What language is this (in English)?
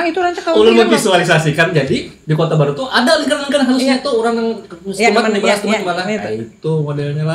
Banjar